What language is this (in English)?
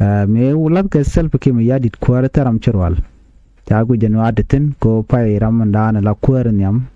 Nuer